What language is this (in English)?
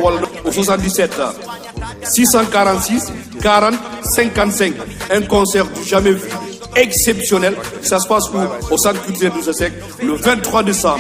Fula